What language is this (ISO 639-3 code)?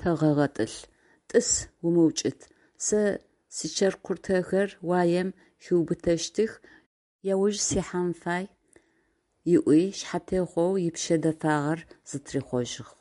ady